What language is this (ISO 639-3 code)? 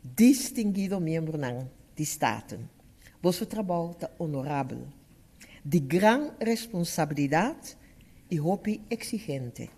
pap